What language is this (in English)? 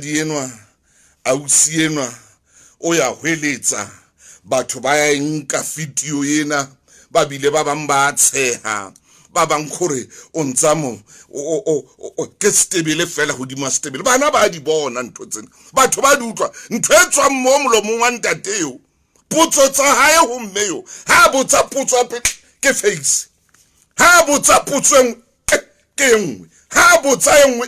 Southern Sotho